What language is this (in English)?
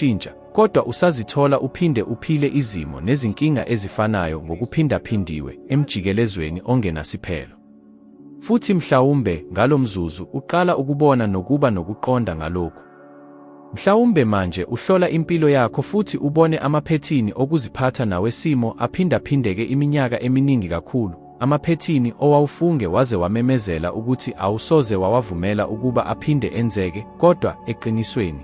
Zulu